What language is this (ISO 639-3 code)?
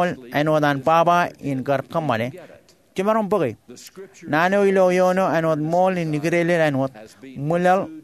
mah